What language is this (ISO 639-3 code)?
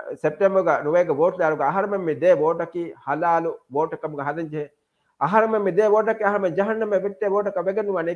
div